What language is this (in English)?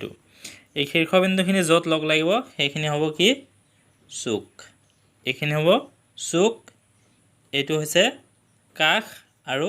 Assamese